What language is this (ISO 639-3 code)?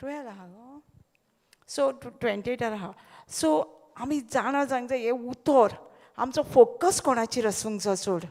kok